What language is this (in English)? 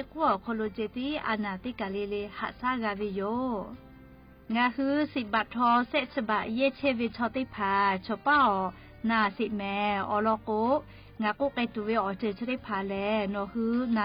Lahu